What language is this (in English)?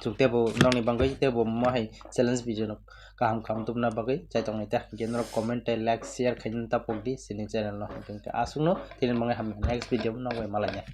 Kok Borok